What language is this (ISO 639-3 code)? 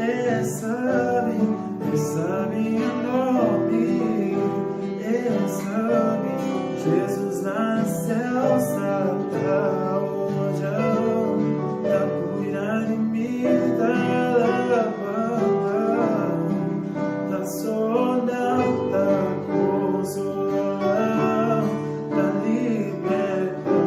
kea